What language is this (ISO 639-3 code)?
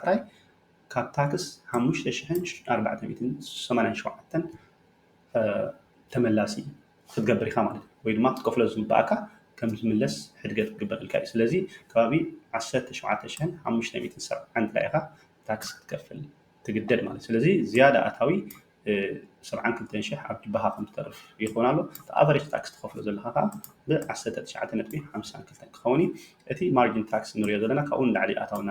tir